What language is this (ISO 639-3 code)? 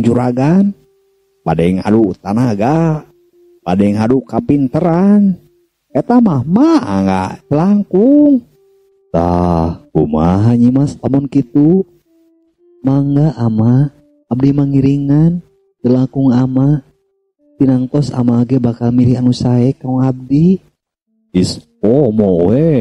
sun